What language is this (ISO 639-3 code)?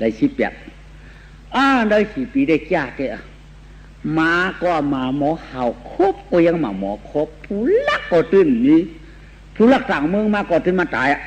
shn